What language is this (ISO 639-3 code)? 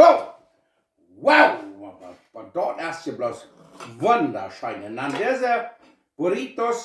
pdt